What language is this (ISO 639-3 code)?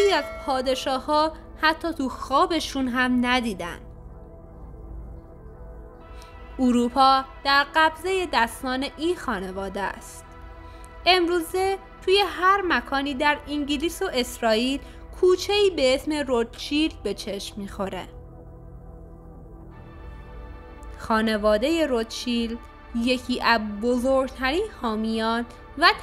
fas